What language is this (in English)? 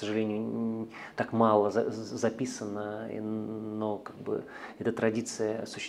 Russian